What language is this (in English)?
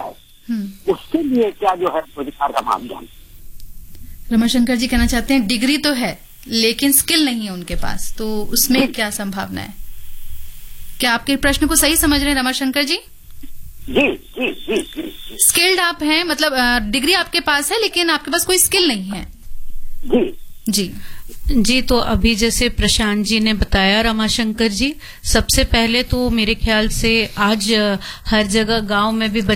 Hindi